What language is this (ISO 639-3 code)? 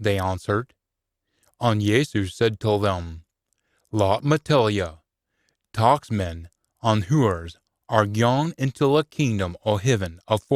sco